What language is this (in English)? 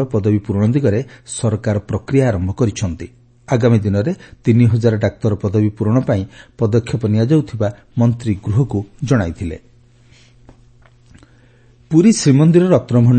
Odia